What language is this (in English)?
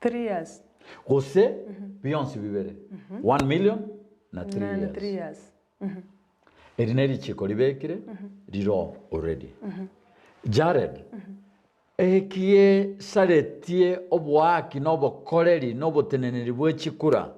Gusii